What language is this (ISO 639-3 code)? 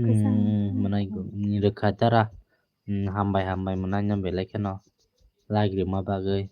trp